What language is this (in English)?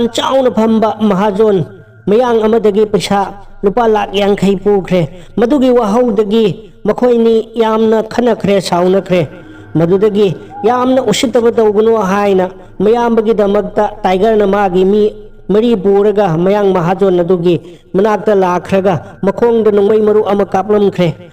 Manipuri